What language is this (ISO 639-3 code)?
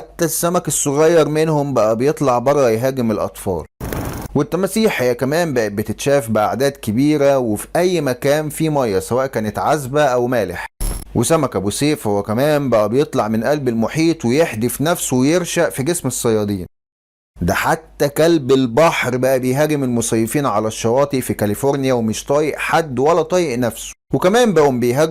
arz